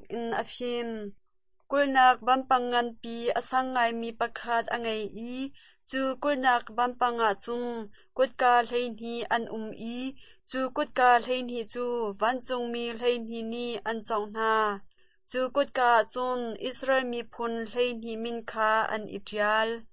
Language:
Hakha Chin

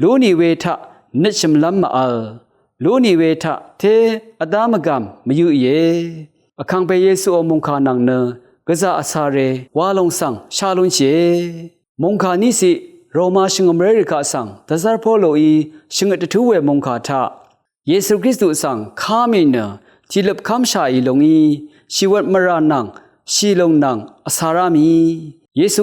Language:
Rawang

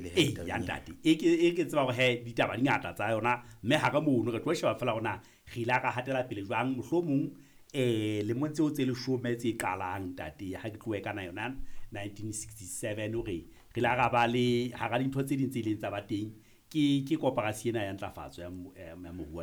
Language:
Southern Sotho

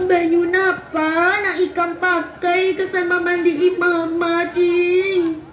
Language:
Banjar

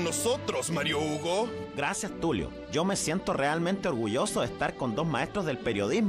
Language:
Spanish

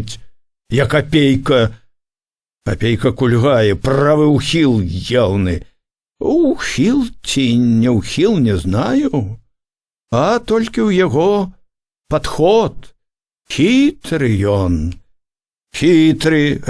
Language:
Belarusian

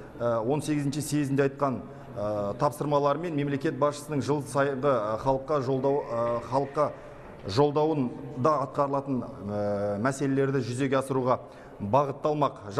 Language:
Kazakh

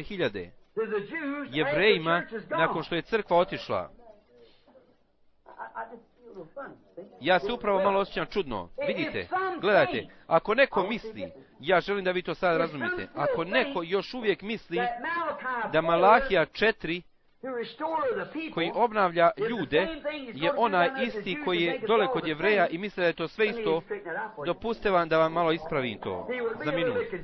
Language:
Bosnian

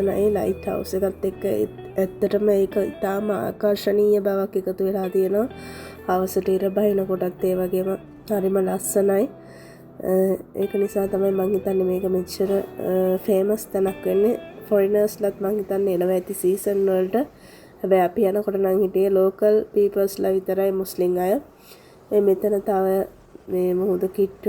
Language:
Sinhala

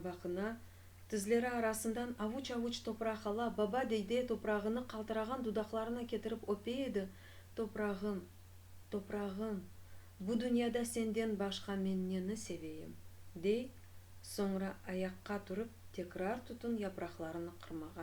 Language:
Crimean Tatar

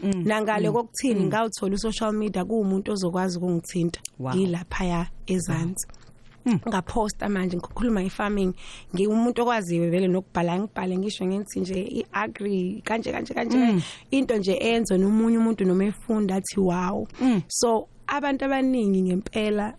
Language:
Zulu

